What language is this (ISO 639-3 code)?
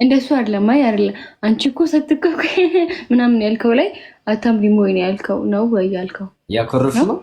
amh